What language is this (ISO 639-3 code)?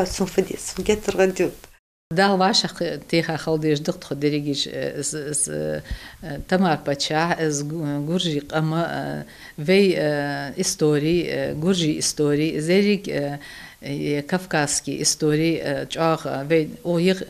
inh